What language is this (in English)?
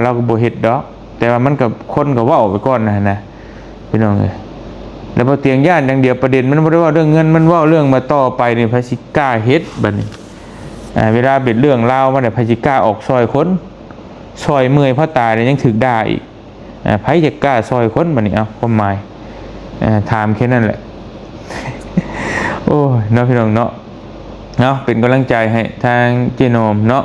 Lao